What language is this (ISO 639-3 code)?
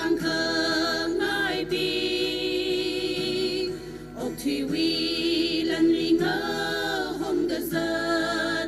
nmf